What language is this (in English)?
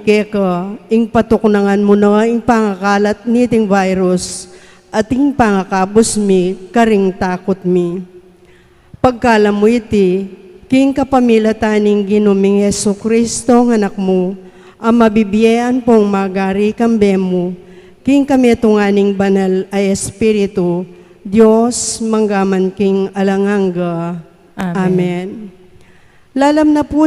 Pampanga